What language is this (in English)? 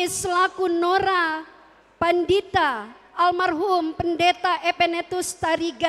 Batak Karo